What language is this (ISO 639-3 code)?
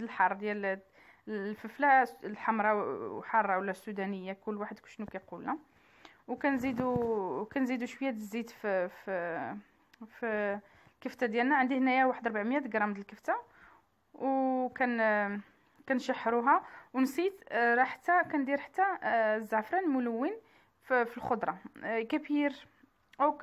ary